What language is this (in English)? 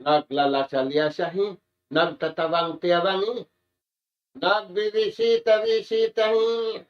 Tausug